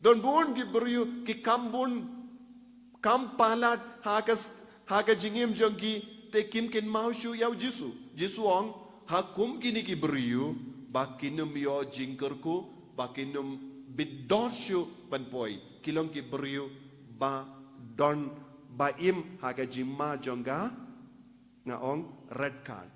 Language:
Khasi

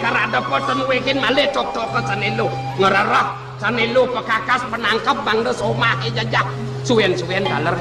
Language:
Balinese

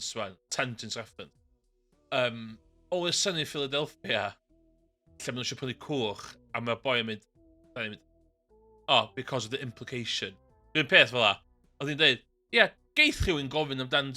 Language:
Welsh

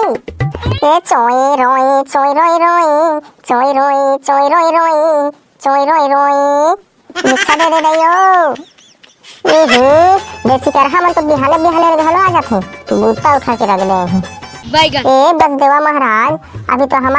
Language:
Chhattisgarhi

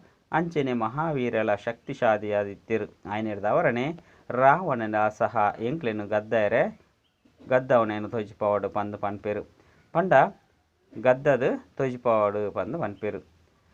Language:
Tulu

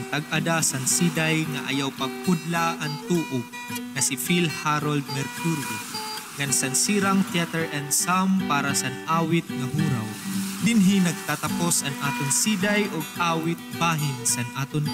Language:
Waray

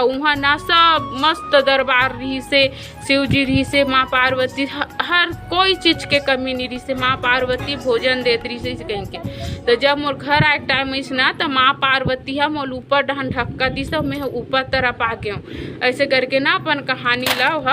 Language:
Chhattisgarhi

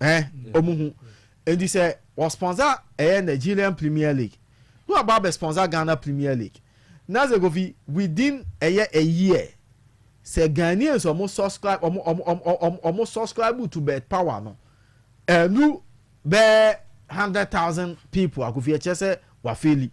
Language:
Akan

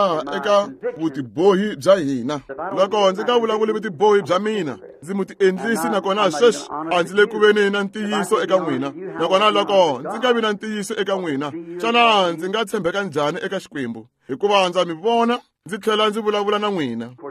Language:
Tsonga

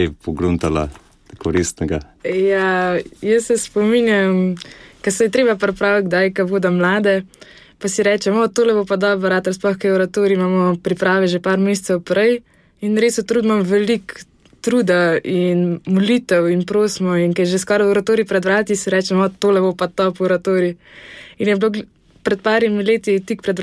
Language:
Slovenian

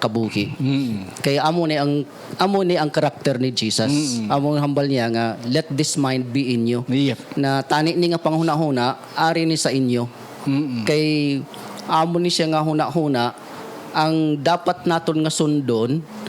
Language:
Hiligaynon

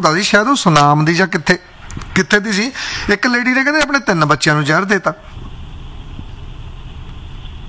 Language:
Punjabi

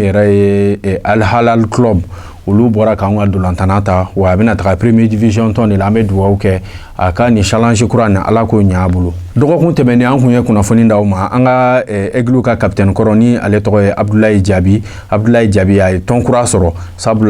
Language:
Bambara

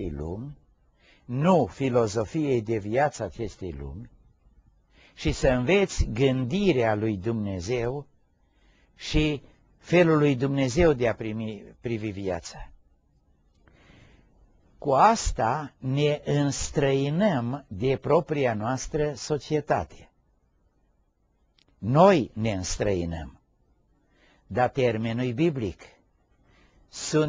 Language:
Romanian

